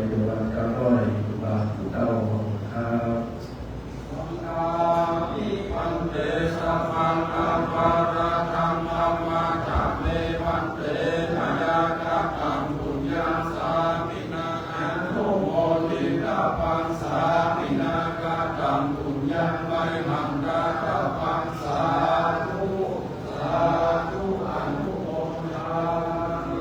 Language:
Pali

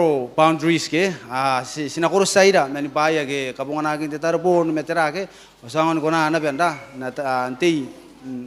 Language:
Gilbertese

